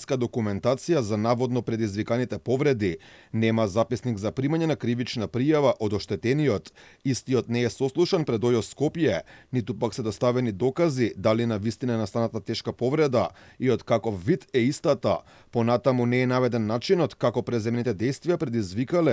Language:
Macedonian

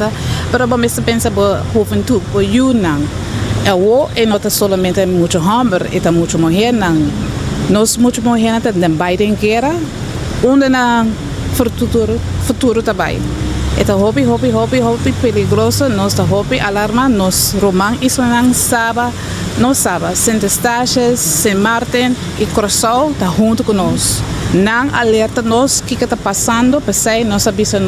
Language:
Papiamento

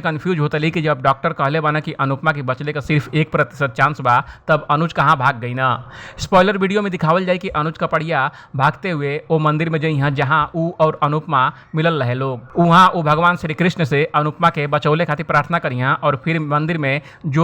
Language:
Bhojpuri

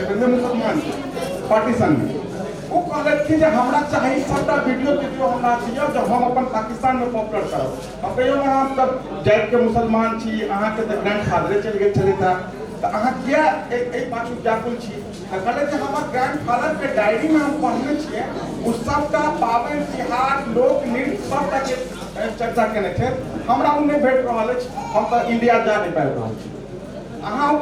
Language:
Maithili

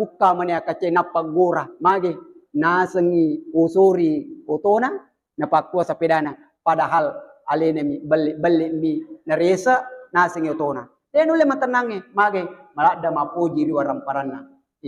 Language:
Buginese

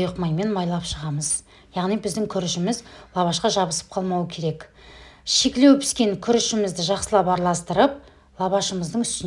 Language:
Kazakh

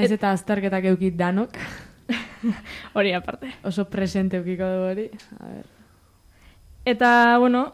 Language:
Basque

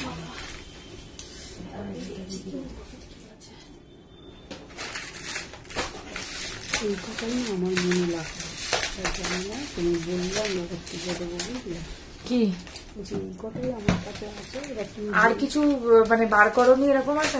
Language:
Bangla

